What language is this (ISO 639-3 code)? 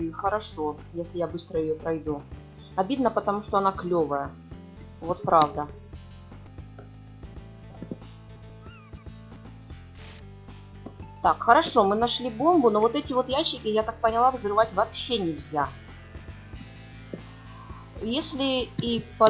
rus